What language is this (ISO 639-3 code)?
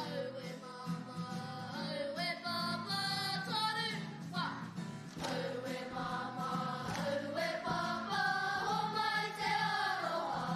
mri